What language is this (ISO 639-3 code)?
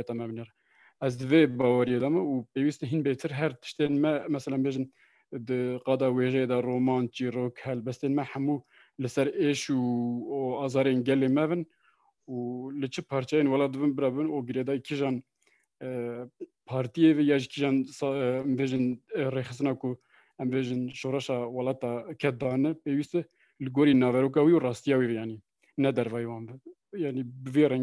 kur